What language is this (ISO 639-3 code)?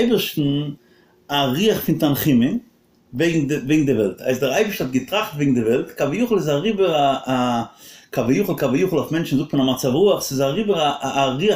yid